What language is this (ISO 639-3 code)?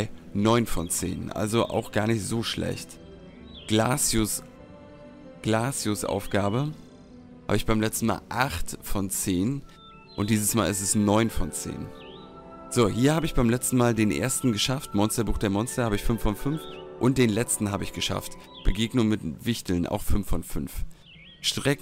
deu